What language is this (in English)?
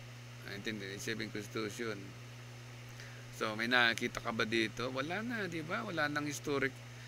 Filipino